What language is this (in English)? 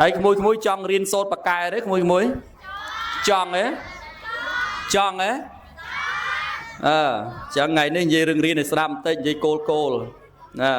Khmer